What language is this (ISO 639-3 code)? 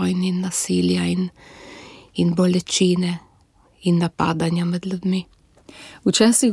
slv